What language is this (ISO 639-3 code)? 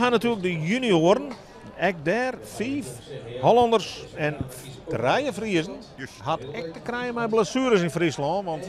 fry